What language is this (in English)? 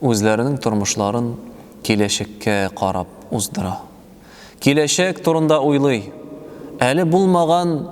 Tatar